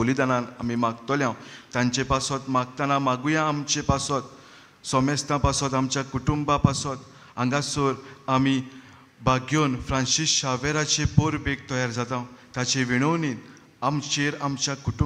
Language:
Konkani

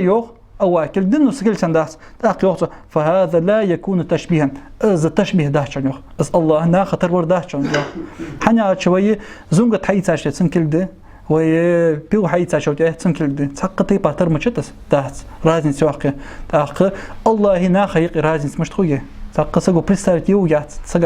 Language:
Ingush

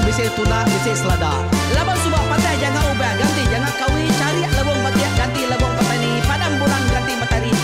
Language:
Iban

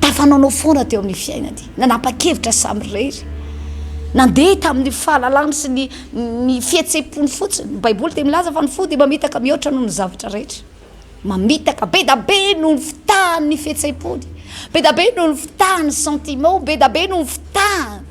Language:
Malagasy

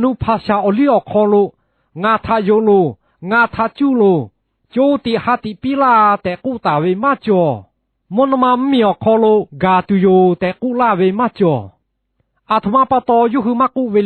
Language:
Lahu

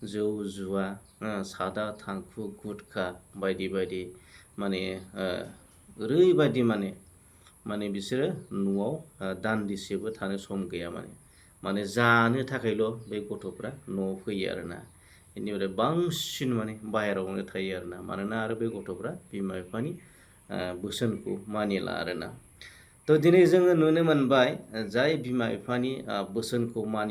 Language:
Bodo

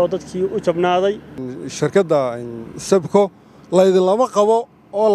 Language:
Somali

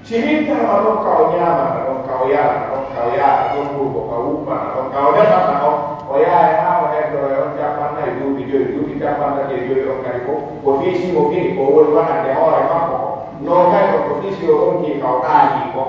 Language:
Pular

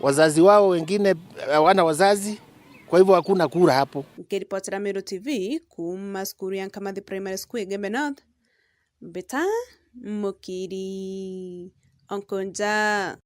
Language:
Meru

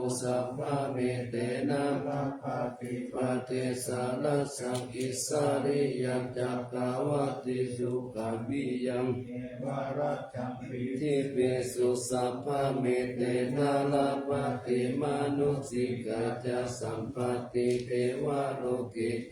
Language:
Pali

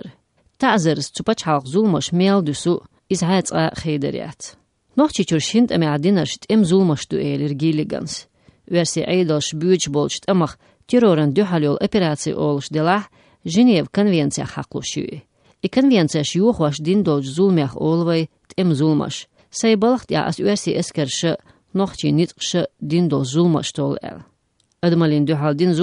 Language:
Chechen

